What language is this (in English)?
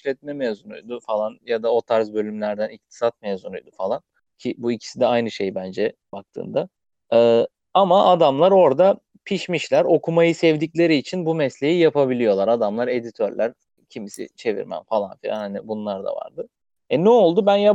Turkish